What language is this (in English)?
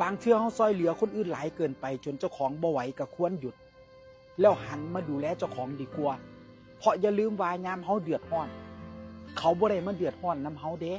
Northeastern Thai